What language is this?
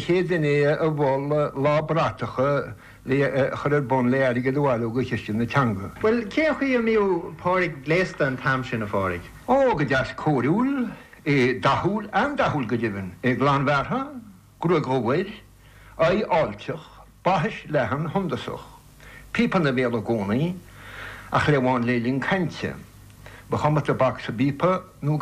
Irish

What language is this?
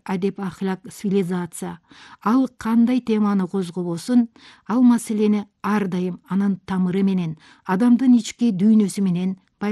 Kyrgyz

